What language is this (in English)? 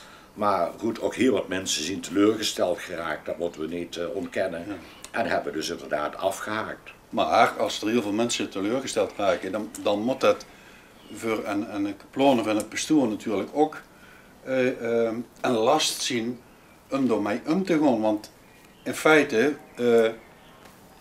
Limburgish